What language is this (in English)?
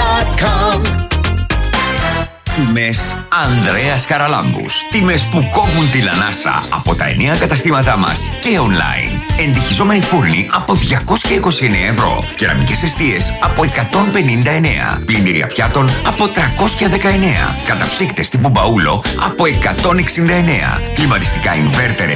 Greek